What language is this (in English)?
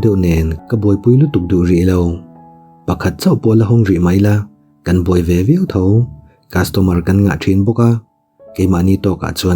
Mizo